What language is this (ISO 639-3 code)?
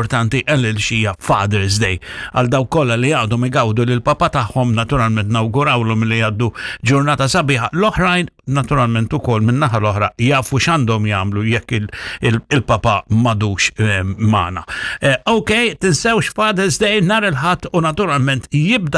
mlt